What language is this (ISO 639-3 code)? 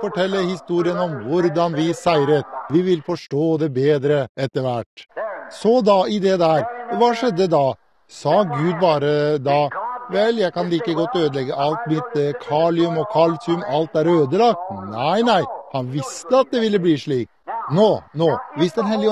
nor